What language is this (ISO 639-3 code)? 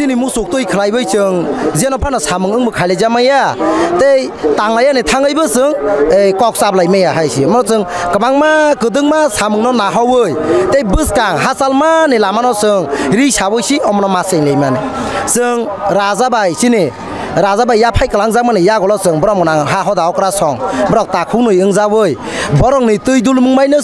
trp